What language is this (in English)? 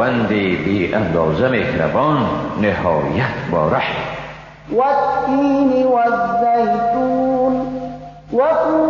Persian